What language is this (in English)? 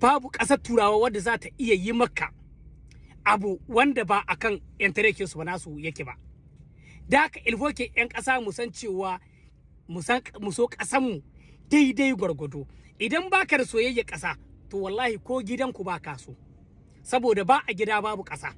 Hausa